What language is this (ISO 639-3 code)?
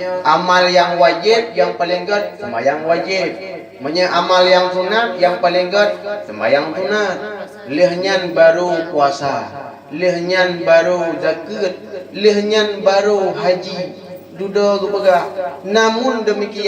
ace